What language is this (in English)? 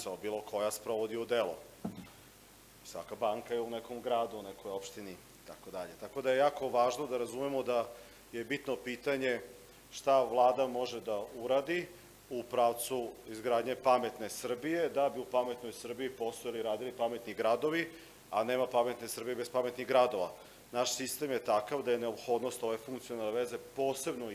Serbian